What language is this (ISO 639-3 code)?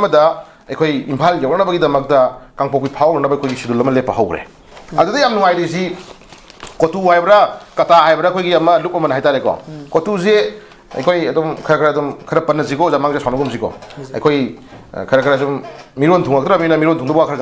mni